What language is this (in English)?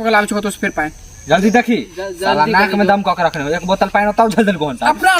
Maithili